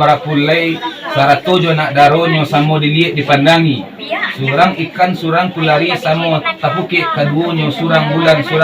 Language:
Minangkabau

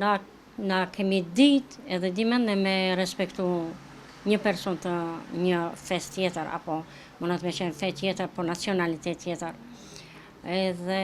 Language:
Albanian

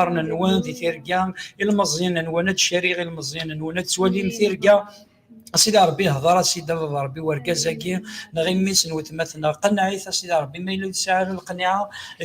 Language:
Kabyle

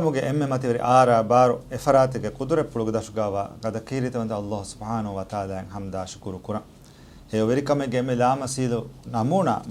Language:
Divehi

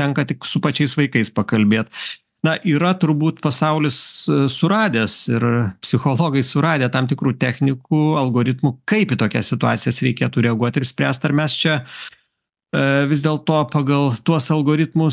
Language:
Lithuanian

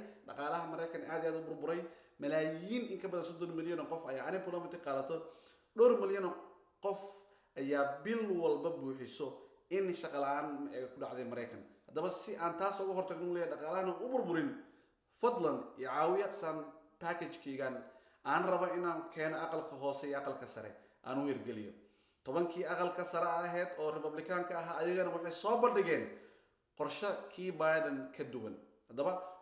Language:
Somali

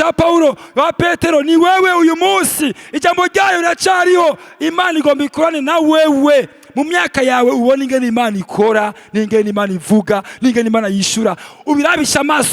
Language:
Rundi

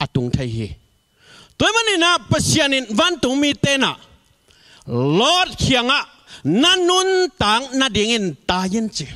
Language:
Tedim Chin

